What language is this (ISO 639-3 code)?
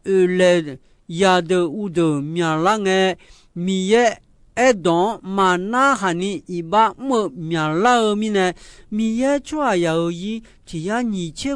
ahk